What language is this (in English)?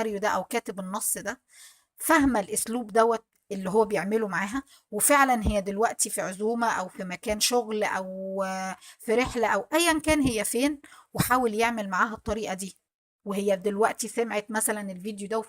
Egyptian Arabic